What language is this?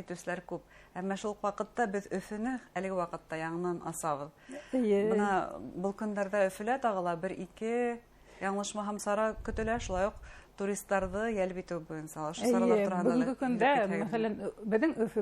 Bashkir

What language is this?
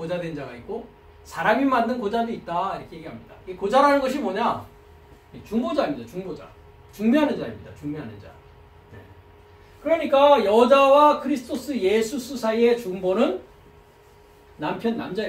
Korean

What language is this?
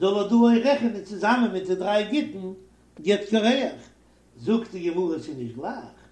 Yiddish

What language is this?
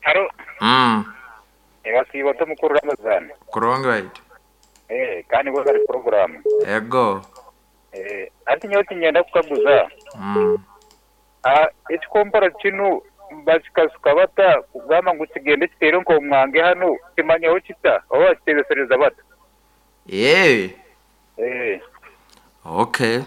Nyoro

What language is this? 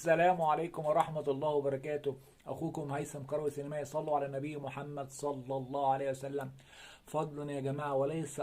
Egyptian Arabic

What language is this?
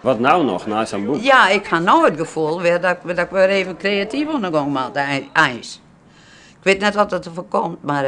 Western Frisian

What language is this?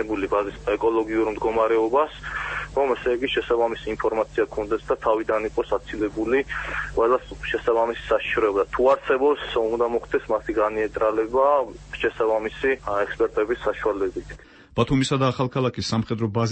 Georgian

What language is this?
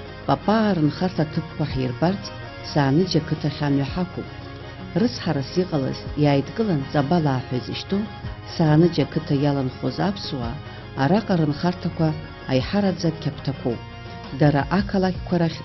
Abkhazian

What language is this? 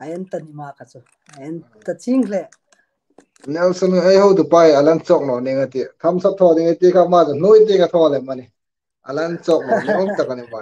Hmar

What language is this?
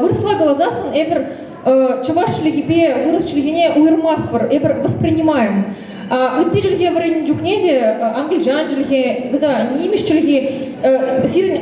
Chuvash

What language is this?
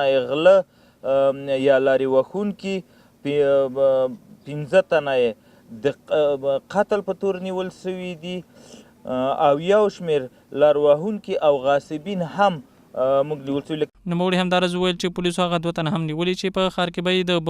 Pashto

